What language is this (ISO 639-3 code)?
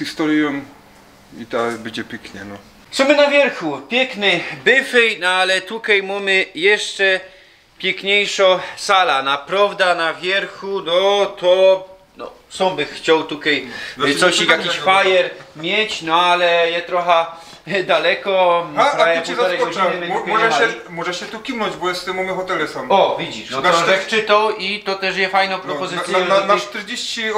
szl